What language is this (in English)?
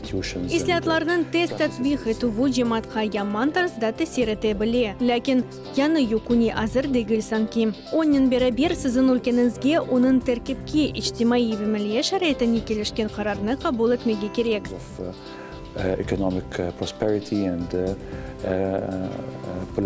Crimean Tatar